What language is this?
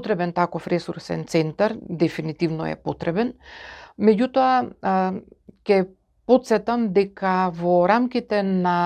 Macedonian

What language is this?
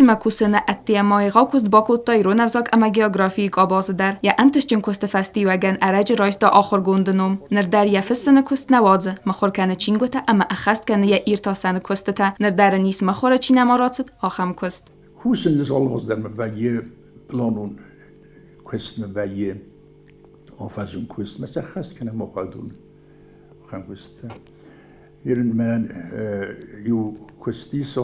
Ossetic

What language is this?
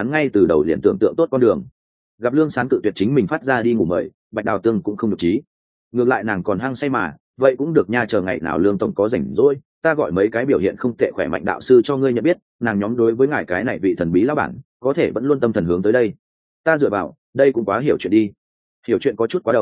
Vietnamese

